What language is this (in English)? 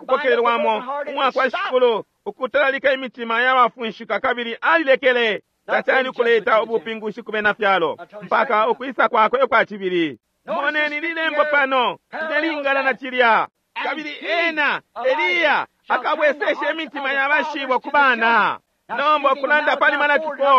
Bemba